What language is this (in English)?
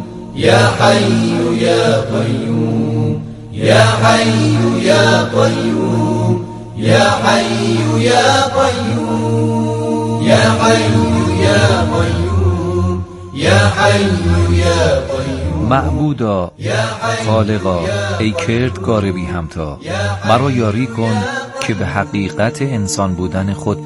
Persian